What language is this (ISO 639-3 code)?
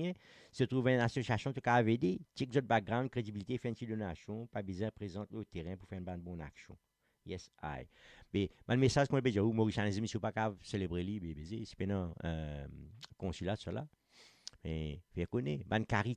mfe